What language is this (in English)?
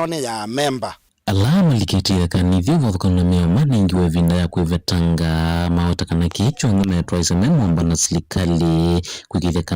Kamba